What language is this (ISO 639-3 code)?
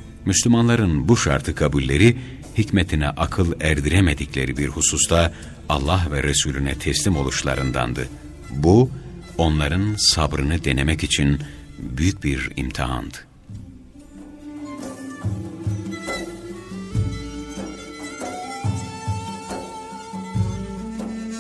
tur